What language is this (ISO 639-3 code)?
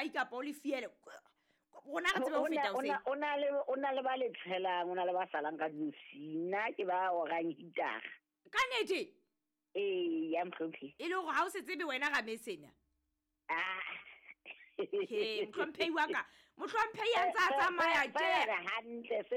sot